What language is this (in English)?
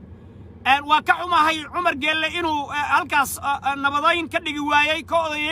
Somali